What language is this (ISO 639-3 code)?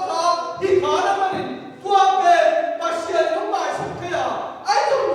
ctd